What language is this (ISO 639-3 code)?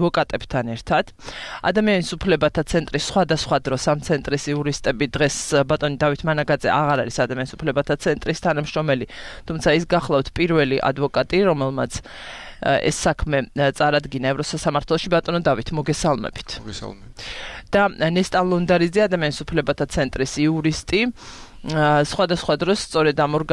kat